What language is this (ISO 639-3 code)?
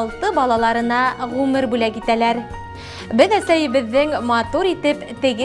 bak